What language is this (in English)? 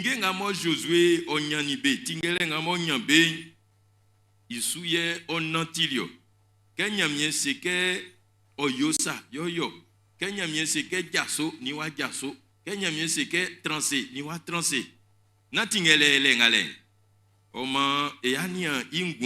Baoulé